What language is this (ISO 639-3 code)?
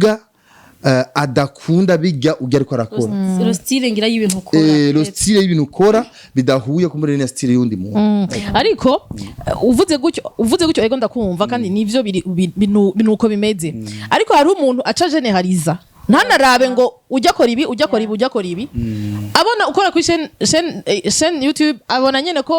run